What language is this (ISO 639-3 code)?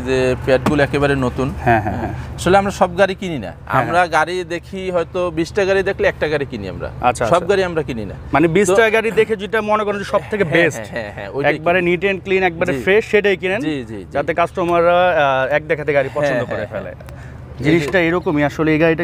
ben